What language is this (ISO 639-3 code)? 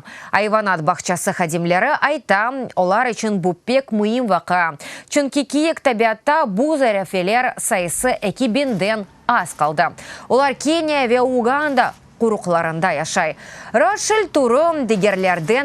crh